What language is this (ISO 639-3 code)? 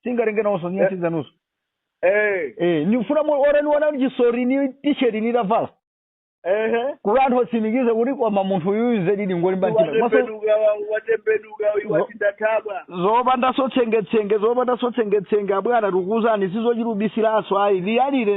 nya